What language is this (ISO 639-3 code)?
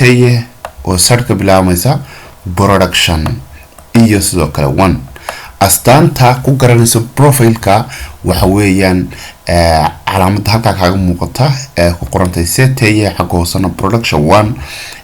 som